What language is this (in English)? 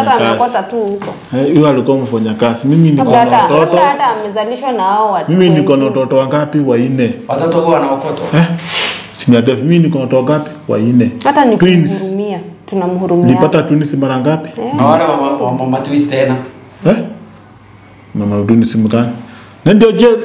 Swahili